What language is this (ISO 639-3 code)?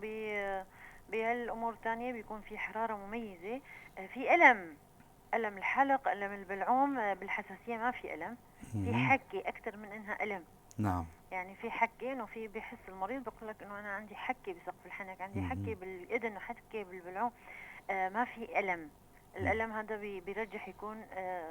apc